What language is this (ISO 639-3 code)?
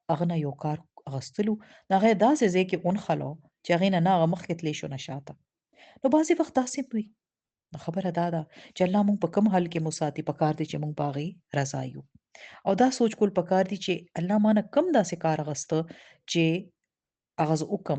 pus